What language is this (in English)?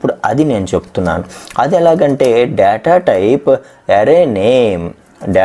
Telugu